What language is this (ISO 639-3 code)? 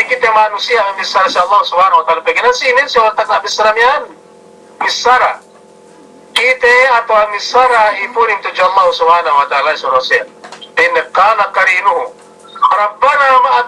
yka